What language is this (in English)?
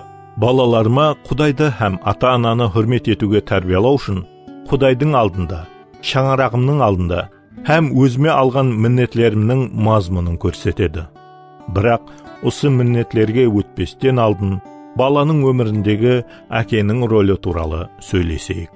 Kara-Kalpak